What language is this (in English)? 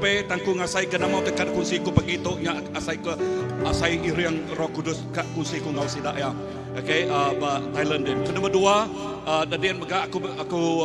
Iban